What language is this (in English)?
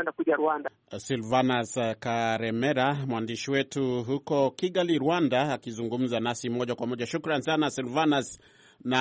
Swahili